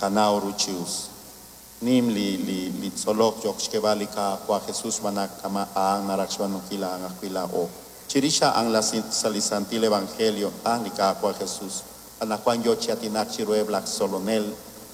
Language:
Kekchí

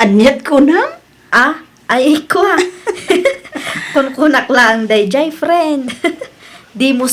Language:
Iloko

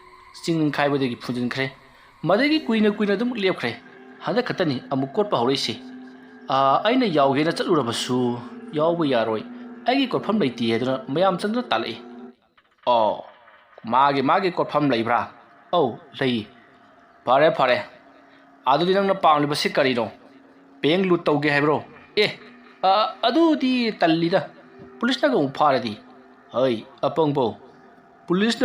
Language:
Manipuri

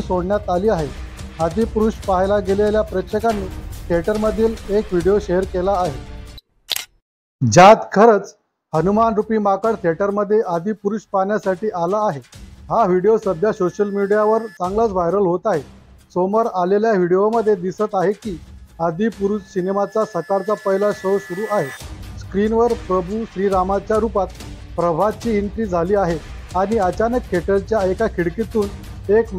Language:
Marathi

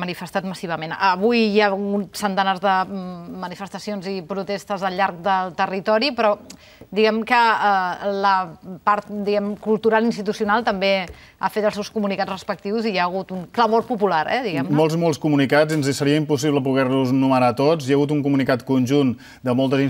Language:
Catalan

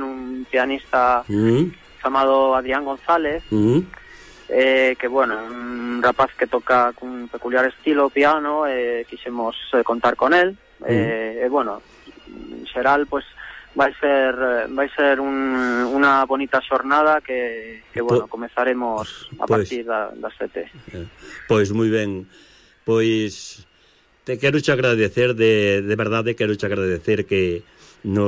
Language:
Galician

